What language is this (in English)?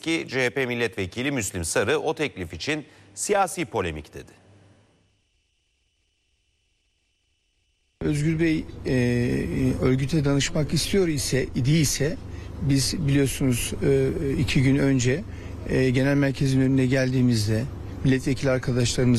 Turkish